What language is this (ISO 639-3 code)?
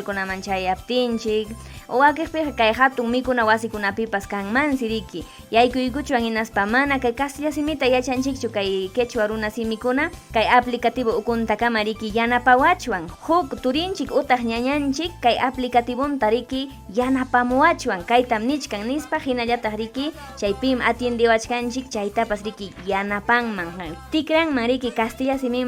quy